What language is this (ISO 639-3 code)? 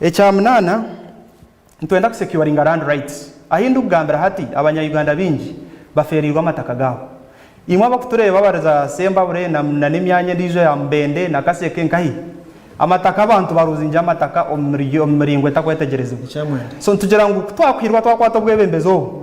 nyn